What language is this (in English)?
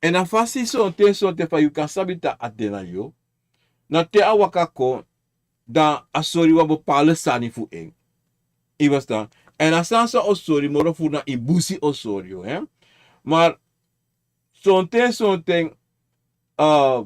Sranan Tongo